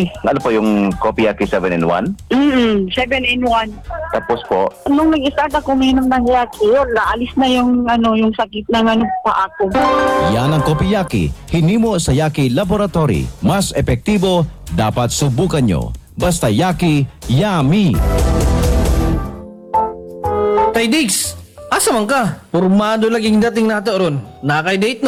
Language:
Filipino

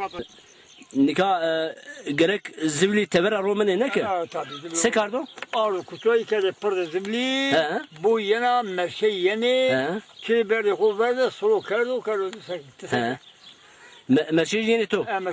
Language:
Zaza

